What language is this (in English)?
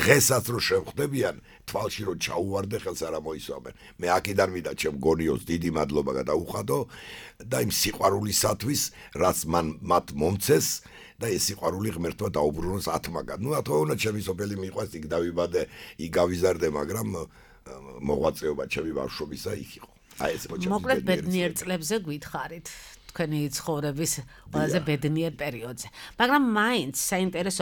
Georgian